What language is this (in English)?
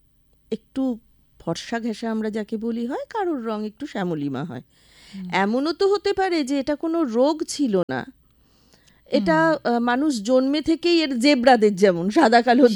Bangla